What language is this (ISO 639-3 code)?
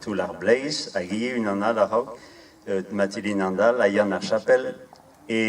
bre